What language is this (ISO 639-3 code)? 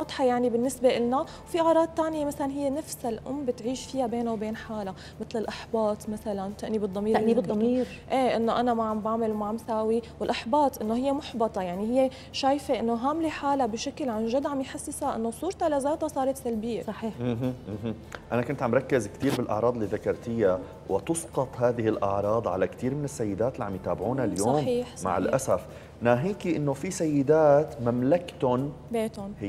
apc